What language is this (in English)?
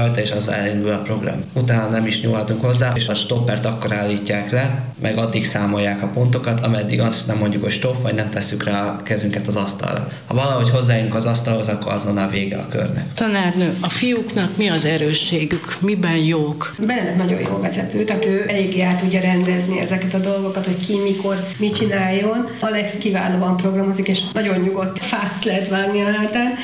Hungarian